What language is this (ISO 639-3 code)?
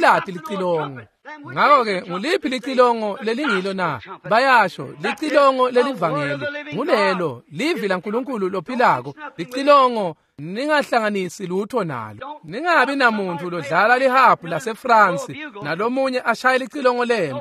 ssw